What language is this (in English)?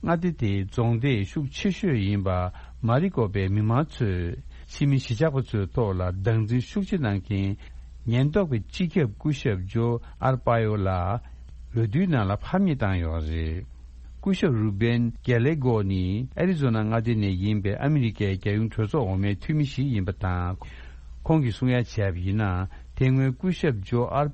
Tibetan